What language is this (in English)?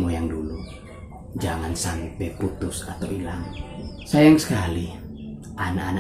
Manado Malay